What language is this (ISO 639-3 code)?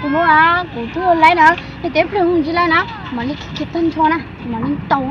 hmn